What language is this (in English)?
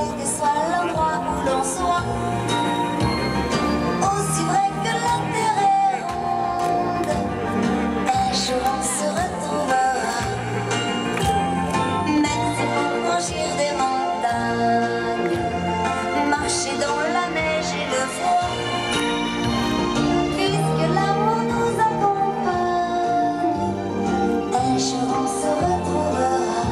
French